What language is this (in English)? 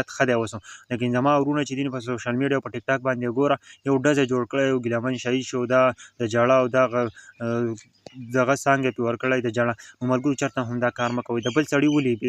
Pashto